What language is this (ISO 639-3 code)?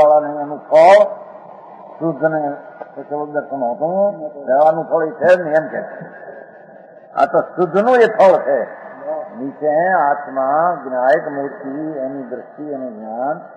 guj